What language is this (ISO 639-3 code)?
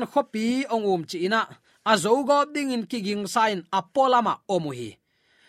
ctd